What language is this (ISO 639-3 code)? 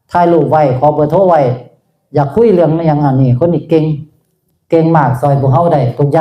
tts